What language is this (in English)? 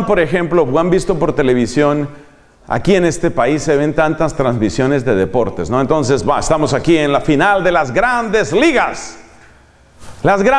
Spanish